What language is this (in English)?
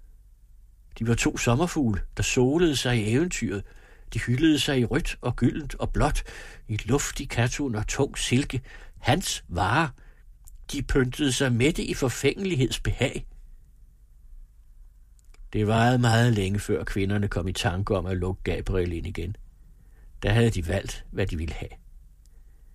Danish